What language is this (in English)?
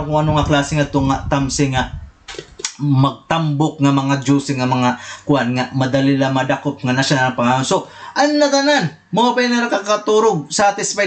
Waray